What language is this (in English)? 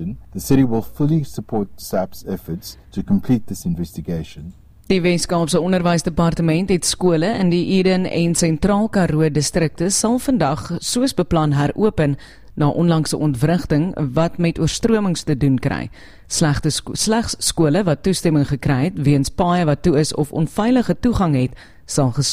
Afrikaans